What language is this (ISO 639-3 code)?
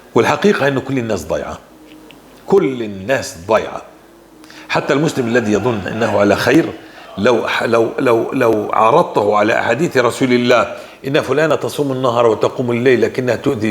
apc